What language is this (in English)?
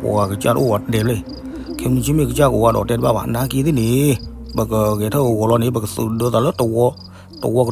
S'gaw Karen